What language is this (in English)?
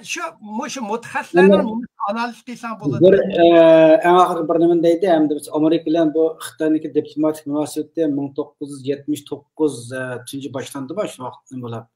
Uyghur